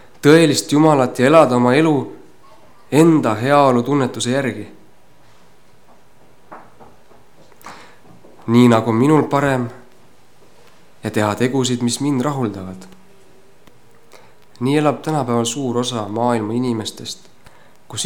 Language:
Estonian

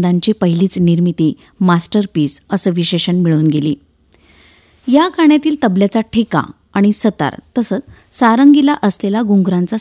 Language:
Marathi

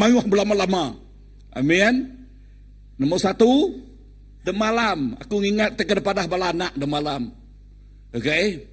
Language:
Iban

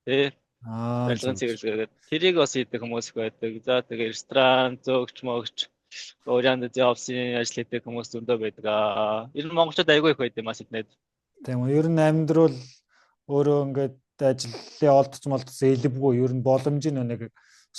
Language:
Mongolian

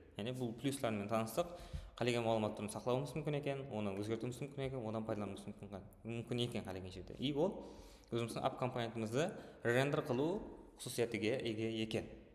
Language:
Kara-Kalpak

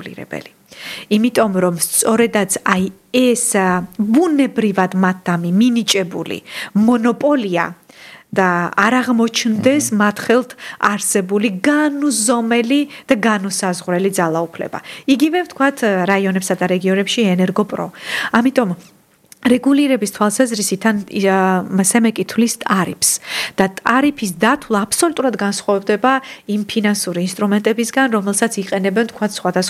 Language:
Georgian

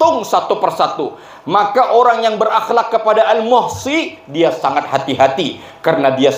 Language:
Banjar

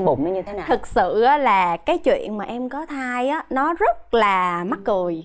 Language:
Vietnamese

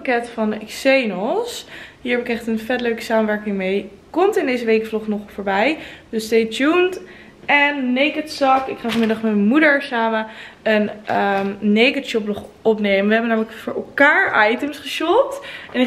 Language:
Dutch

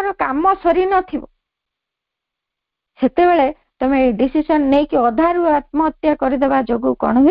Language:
Odia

